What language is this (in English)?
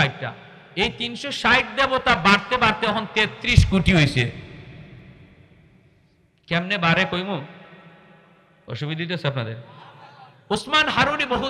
Bangla